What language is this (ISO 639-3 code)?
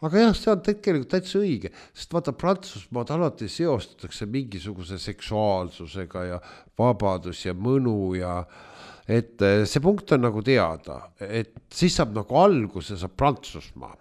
est